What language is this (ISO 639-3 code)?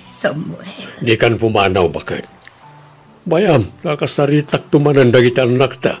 ilo